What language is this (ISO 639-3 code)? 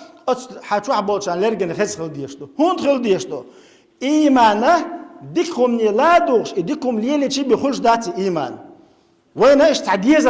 che